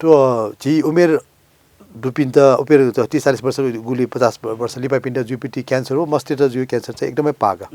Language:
Newari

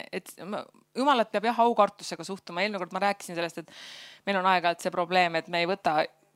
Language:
Estonian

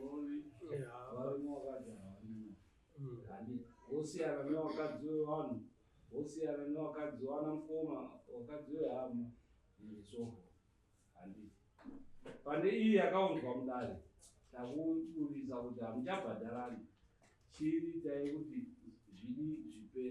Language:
Shona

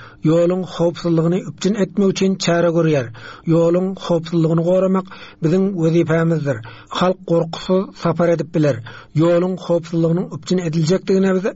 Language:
Turkmen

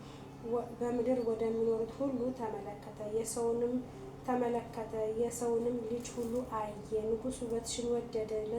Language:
Amharic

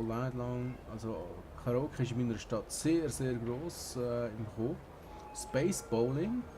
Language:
Swiss German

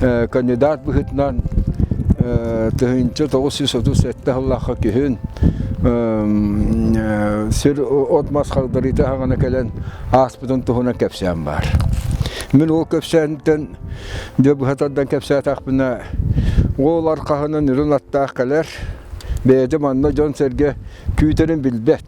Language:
Yakut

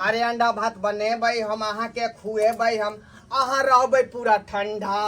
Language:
Maithili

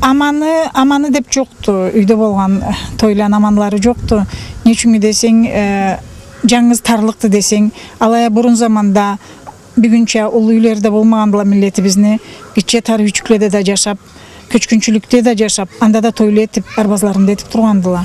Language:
Karachay-Balkar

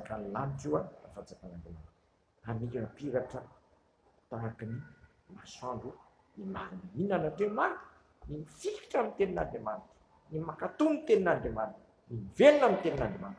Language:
Malagasy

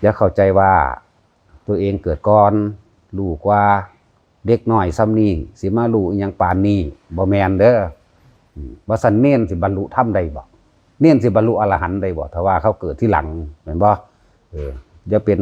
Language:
Northeastern Thai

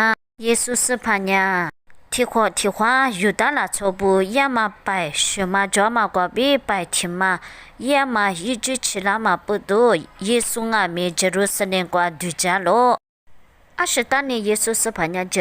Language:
Lisu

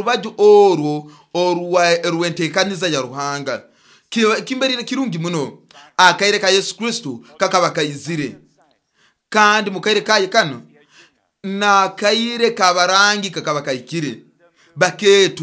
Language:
Nyoro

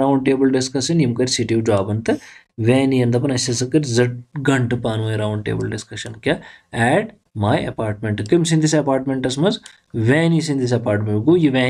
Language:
Kashmiri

